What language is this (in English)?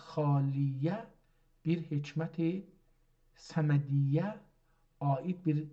South Azerbaijani